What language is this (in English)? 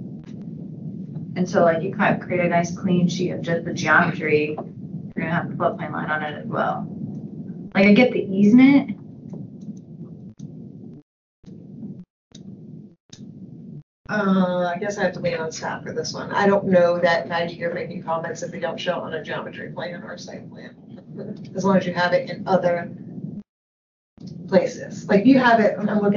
English